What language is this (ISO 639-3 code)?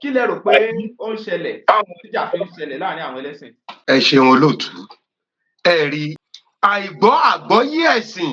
yor